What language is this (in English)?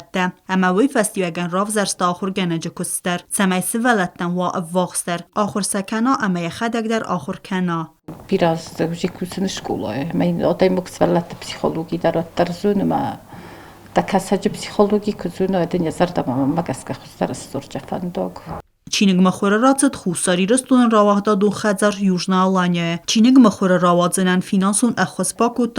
Ossetic